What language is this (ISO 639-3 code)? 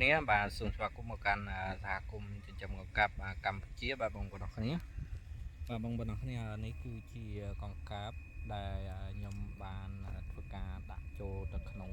khm